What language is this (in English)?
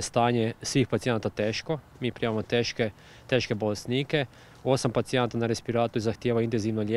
Croatian